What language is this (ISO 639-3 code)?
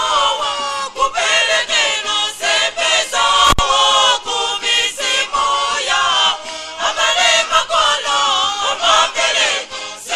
nya